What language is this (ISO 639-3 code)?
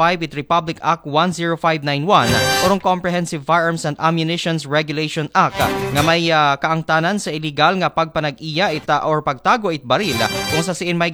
akl